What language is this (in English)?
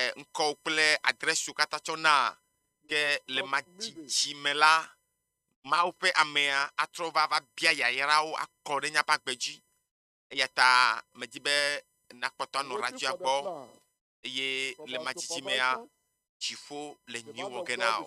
Ewe